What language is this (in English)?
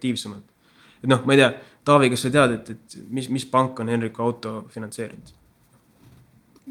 Estonian